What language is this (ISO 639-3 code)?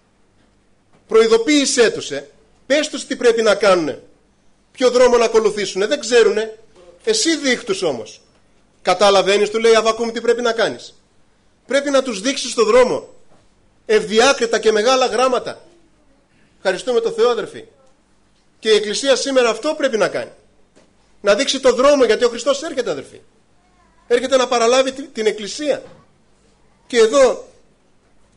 ell